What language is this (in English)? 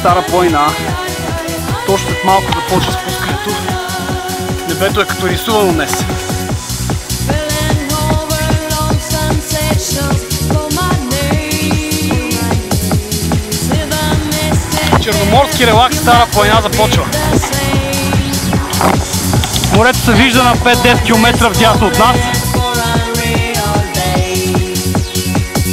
Bulgarian